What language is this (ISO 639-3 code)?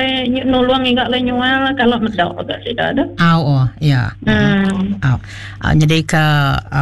iba